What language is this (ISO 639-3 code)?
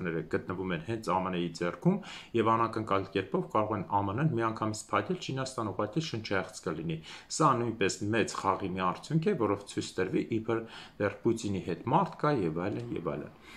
hye